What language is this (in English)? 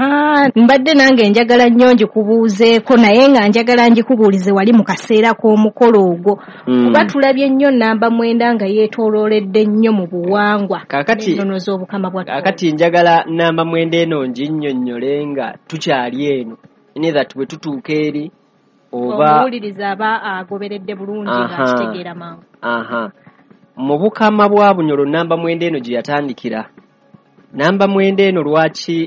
Ganda